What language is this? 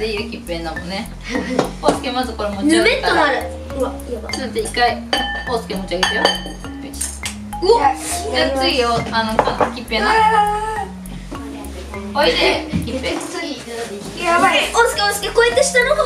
Japanese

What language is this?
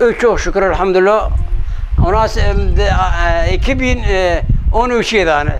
Kurdish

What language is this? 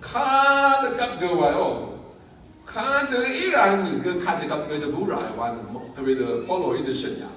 Rawang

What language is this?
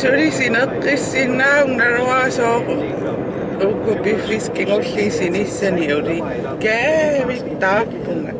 Kalaallisut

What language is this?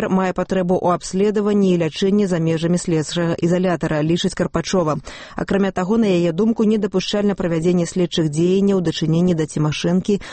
Belarusian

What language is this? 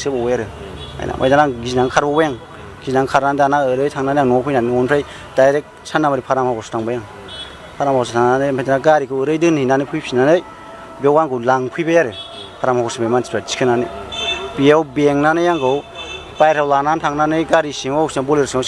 Bodo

